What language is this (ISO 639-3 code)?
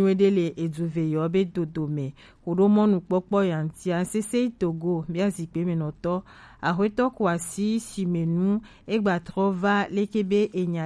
gej